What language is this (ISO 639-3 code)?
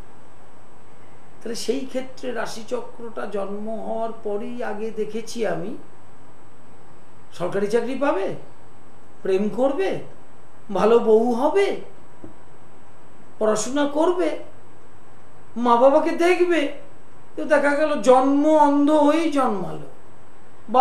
ben